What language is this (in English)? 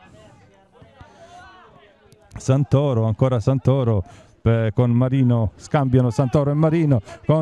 Italian